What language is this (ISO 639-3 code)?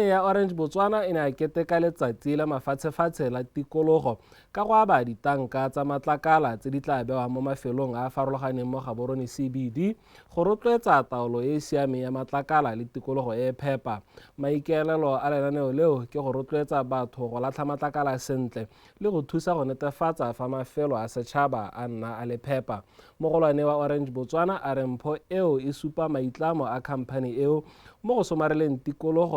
tsn